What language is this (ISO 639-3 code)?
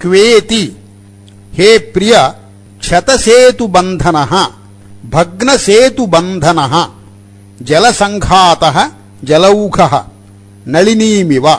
san